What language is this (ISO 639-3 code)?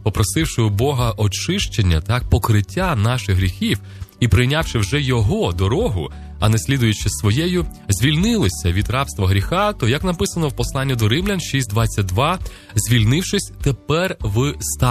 ukr